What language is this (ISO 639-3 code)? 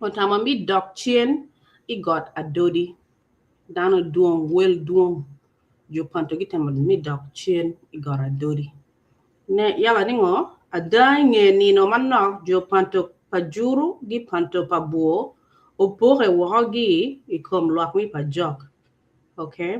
ach